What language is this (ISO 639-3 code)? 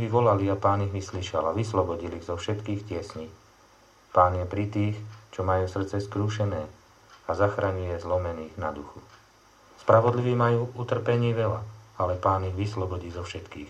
slk